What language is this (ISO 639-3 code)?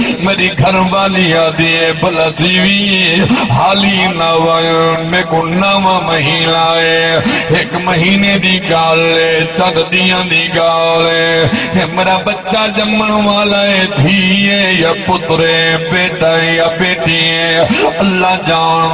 skr